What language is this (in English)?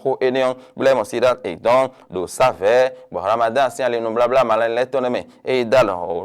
Fon